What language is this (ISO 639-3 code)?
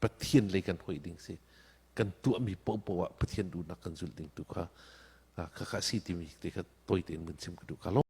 cnh